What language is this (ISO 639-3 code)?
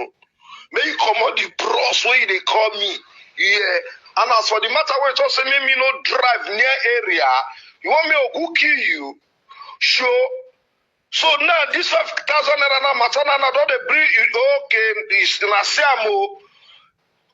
pcm